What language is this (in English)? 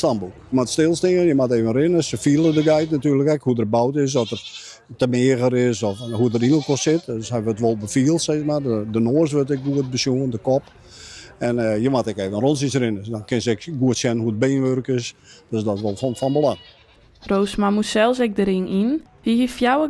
Western Frisian